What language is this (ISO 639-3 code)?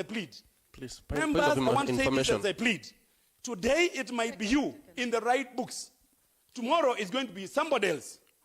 kam